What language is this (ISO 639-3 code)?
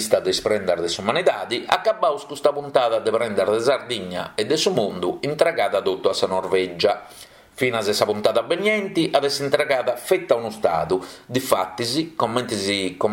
srd